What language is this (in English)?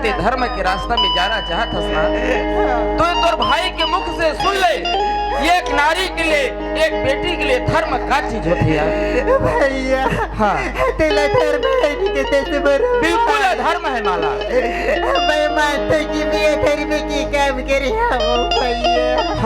Chhattisgarhi